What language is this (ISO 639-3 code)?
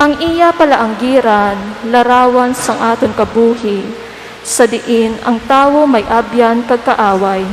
hil